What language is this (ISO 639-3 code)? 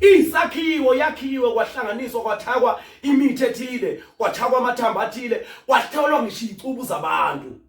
zul